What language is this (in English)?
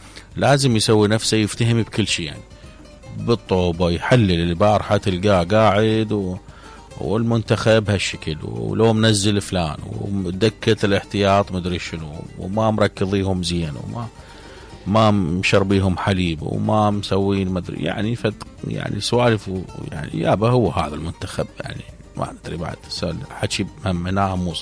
Mesopotamian Arabic